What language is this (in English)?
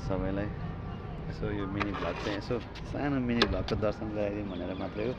Nepali